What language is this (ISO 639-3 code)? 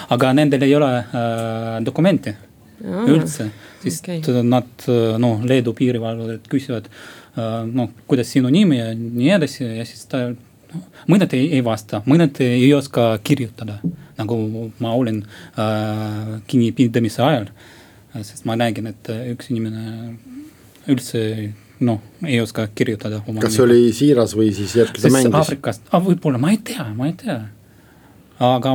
est